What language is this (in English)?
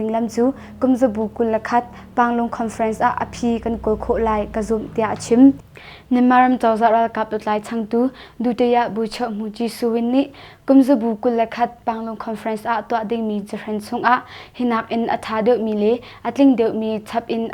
Hakha Chin